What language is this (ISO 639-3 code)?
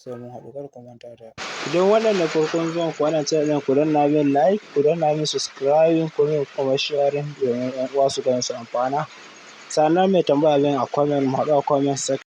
hau